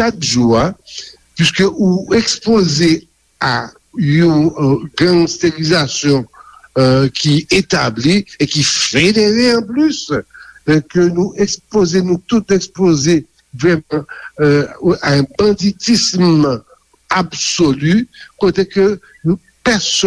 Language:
Haitian Creole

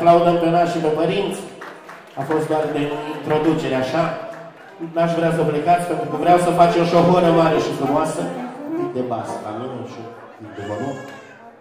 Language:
Romanian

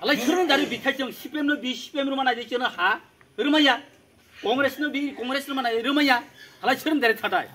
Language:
Kok Borok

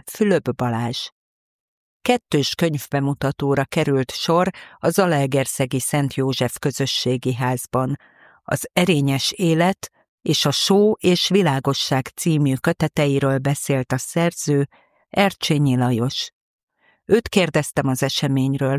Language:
Hungarian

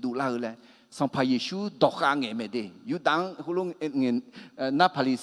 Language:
Akha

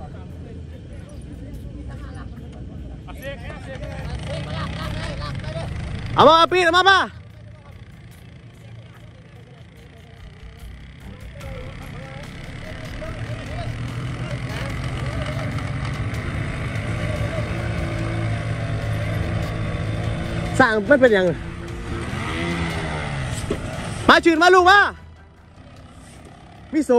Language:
Thai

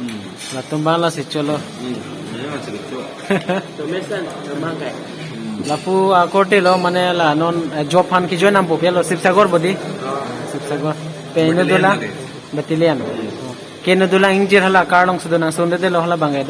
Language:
Karbi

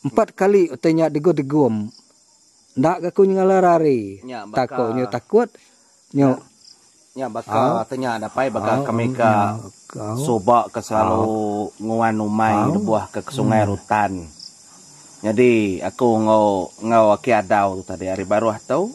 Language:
Iban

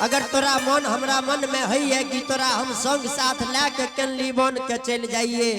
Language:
Angika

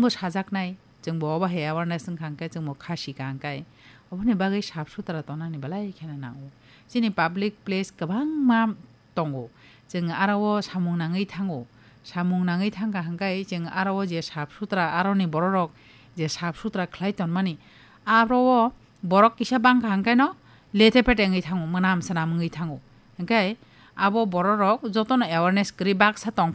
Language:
Kok Borok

